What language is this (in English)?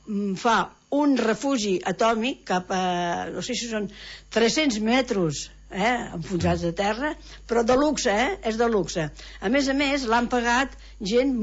Catalan